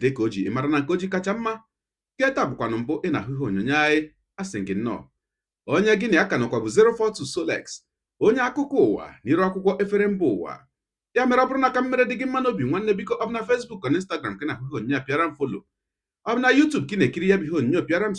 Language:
Igbo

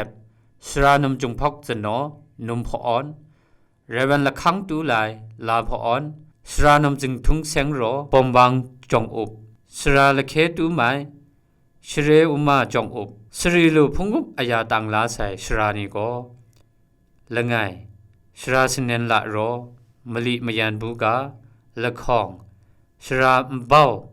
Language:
Kachin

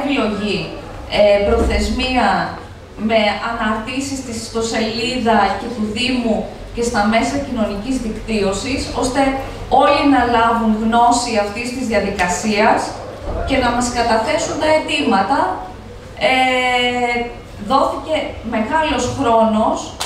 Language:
Greek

